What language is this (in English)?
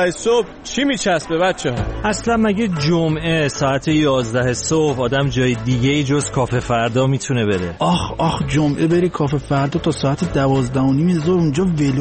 Persian